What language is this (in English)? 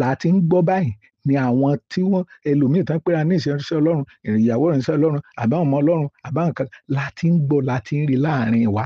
Yoruba